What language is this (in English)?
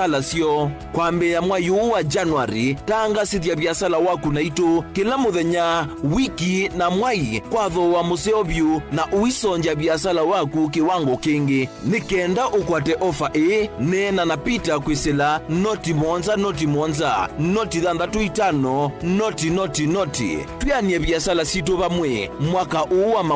Kamba